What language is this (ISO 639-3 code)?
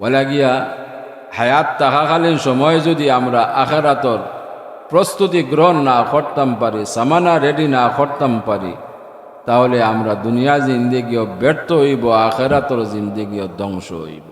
syl